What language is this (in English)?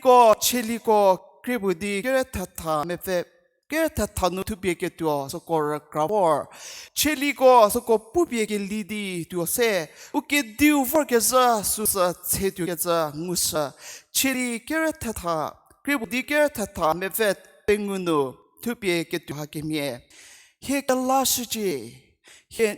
Angami Naga